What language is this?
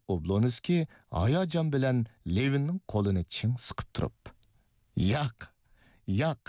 Uyghur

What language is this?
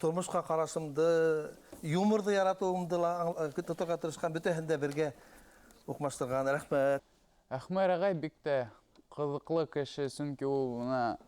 Bashkir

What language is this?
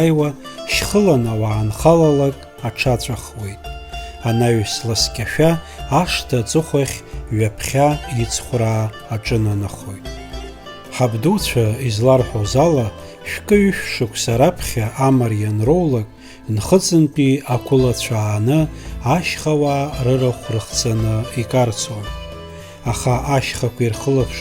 Abkhazian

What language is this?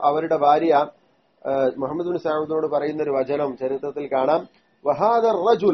Malayalam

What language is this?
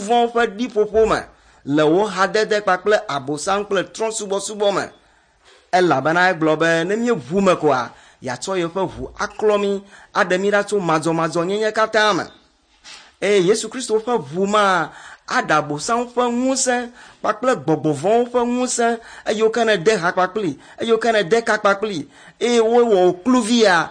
Ewe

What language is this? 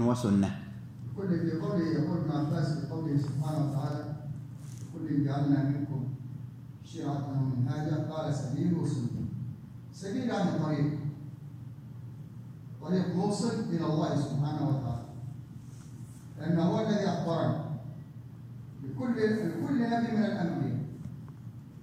Arabic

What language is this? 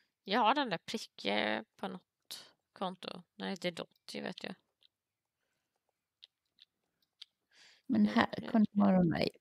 Swedish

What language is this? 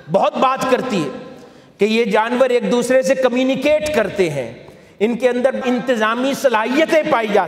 Urdu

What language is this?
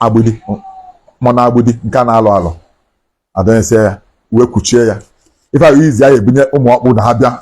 Igbo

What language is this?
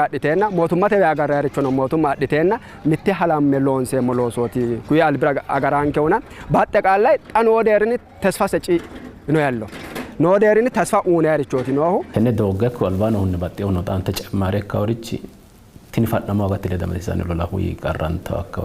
Sidamo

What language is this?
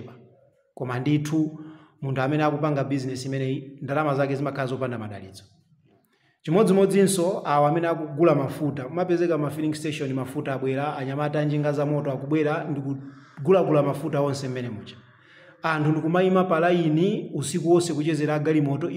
Nyanja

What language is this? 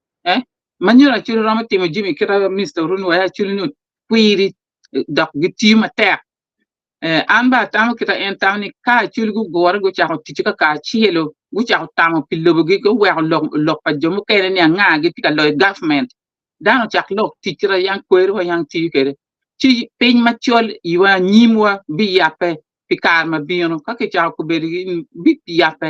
Acoli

